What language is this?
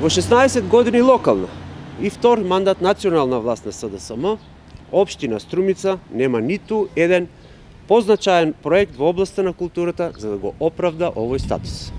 Macedonian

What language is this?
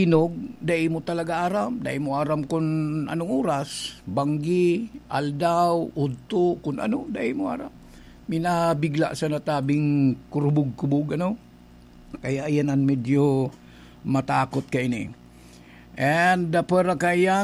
Bikol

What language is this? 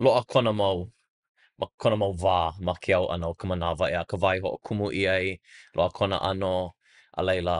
Hawaiian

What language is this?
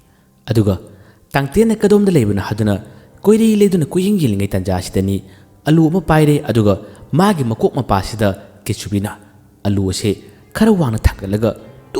Manipuri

